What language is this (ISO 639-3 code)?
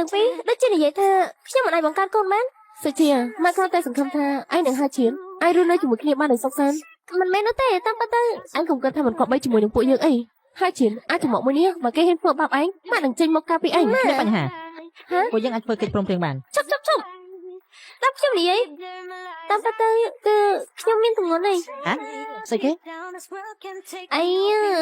khm